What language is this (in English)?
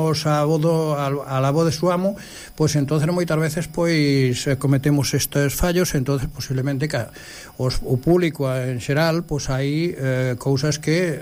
Galician